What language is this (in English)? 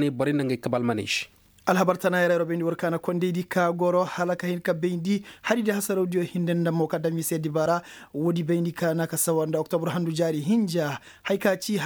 Koyraboro Senni